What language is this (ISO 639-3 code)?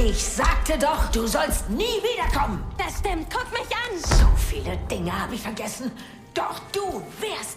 bar